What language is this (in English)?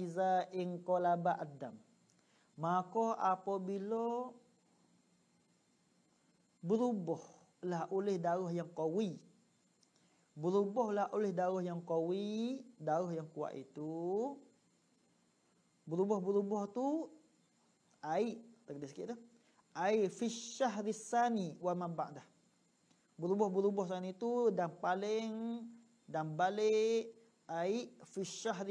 Malay